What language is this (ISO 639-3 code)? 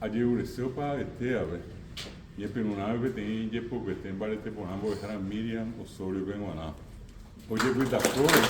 grn